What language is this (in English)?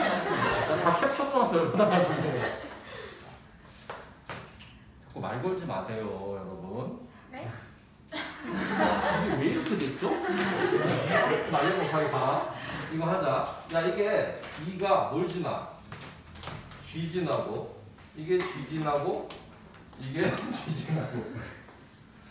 Korean